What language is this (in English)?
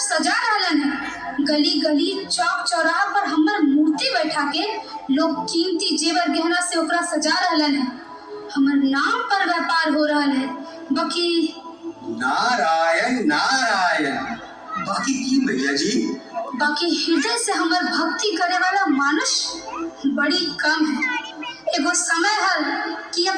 Magahi